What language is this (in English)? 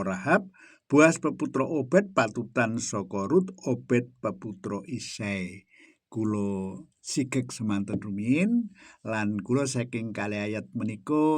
Javanese